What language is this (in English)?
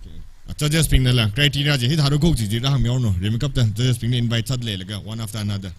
Tangkhul Naga (India)